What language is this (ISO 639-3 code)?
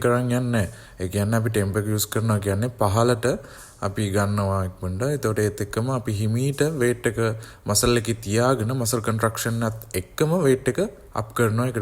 sin